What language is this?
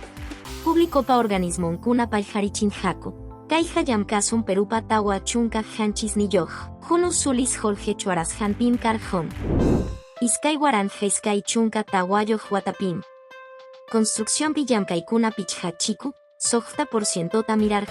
Quechua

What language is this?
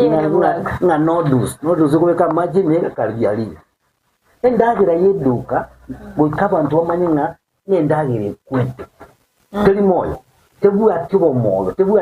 Gusii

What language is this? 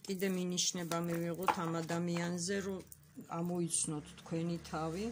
Georgian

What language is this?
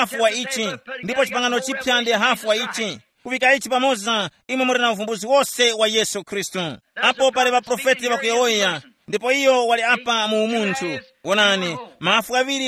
Tumbuka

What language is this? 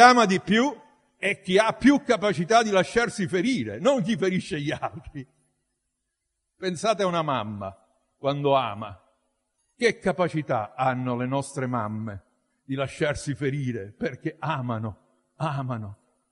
Italian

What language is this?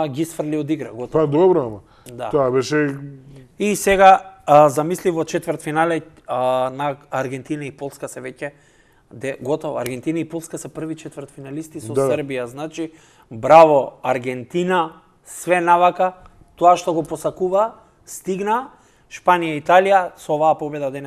Macedonian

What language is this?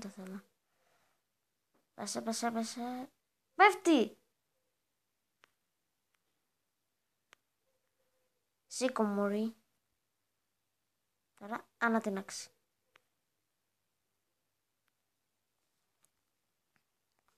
Greek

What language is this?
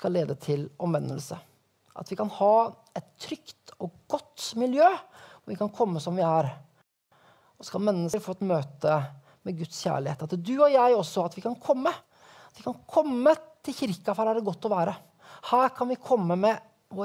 Norwegian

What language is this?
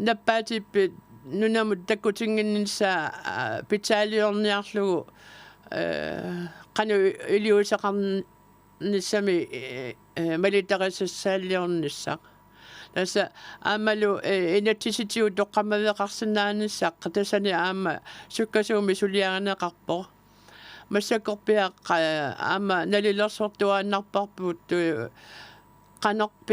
Kalaallisut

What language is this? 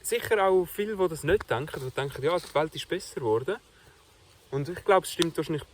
Swiss German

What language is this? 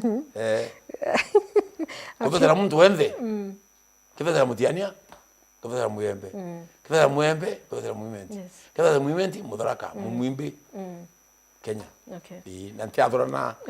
Meru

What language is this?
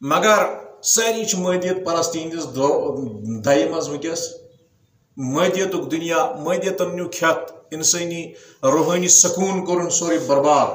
Kashmiri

